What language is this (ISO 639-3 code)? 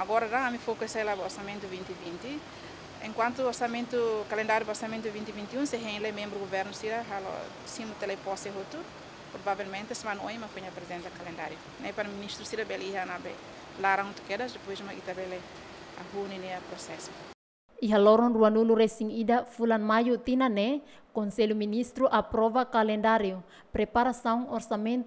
tet